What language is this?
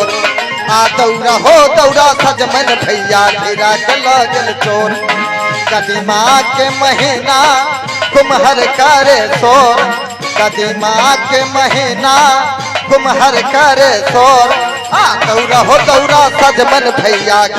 Maithili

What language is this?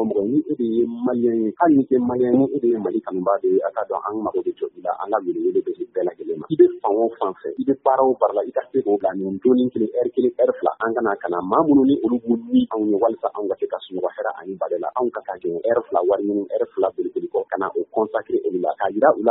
Bambara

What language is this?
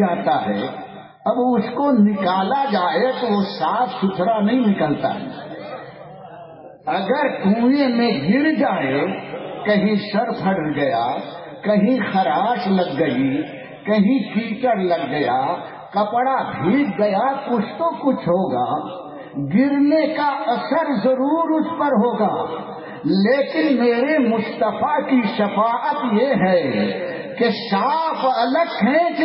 Urdu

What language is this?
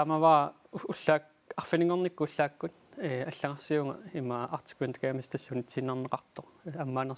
Kalaallisut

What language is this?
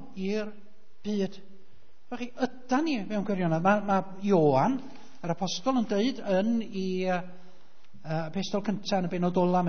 Welsh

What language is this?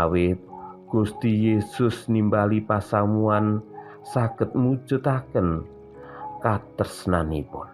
Javanese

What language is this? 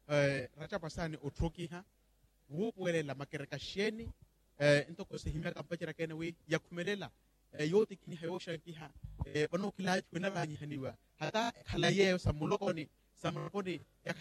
Makhuwa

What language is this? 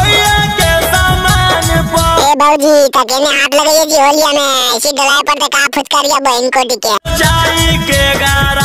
Magahi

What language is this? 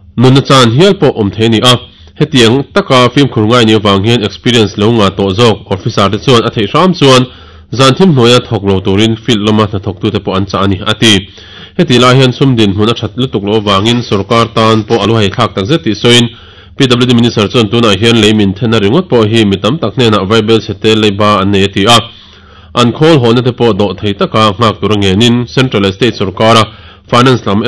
Mizo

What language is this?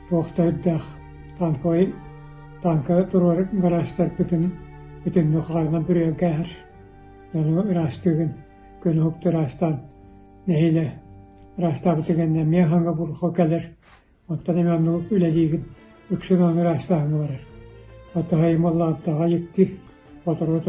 Yakut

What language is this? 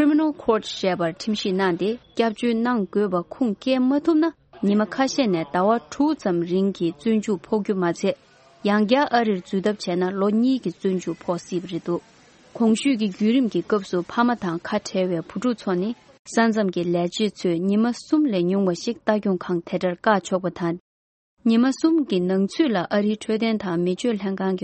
Tibetan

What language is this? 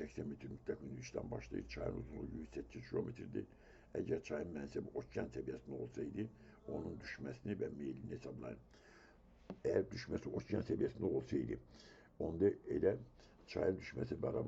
Azerbaijani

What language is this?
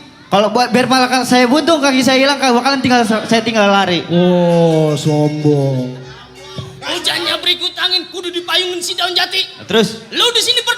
Betawi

